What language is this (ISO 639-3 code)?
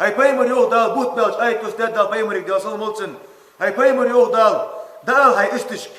inh